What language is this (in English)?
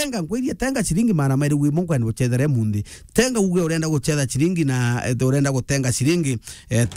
Meru